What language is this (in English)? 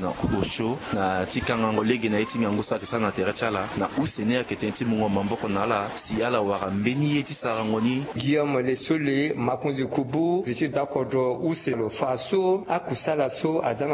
Sango